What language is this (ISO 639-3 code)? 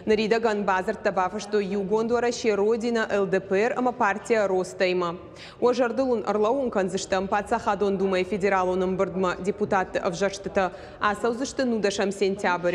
oss